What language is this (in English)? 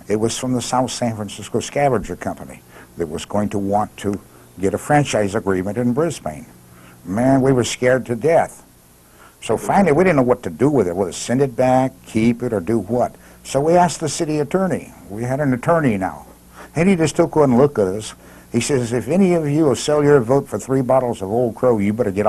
English